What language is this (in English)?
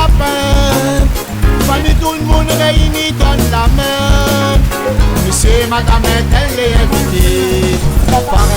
Réunion Creole French